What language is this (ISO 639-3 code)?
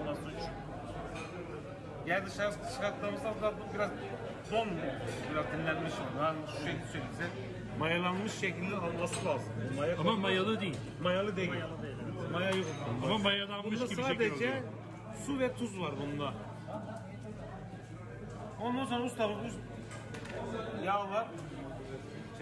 tur